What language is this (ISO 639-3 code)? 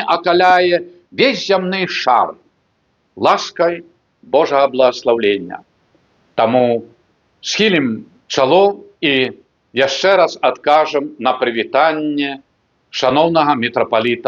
bel